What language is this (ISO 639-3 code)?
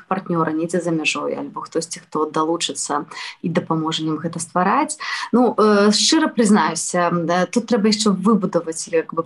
bel